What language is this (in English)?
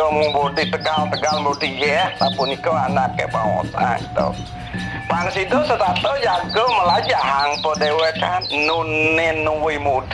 Balinese